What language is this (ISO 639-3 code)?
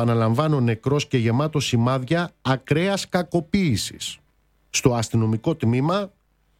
ell